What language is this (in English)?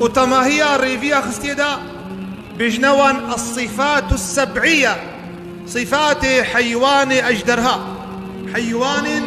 Kurdish